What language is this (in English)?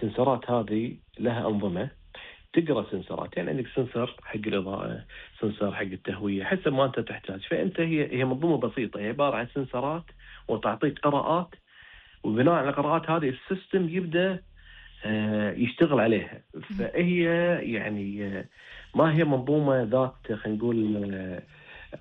Gulf Arabic